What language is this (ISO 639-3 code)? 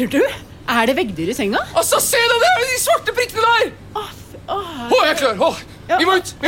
nor